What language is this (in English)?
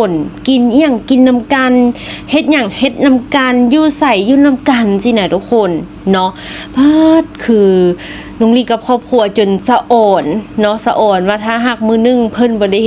Lao